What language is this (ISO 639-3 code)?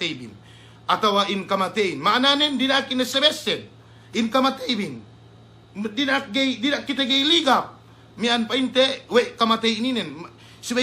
yka